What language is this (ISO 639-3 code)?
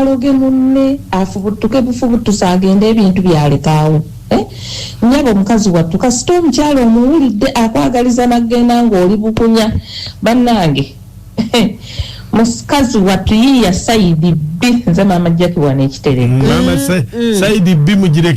lug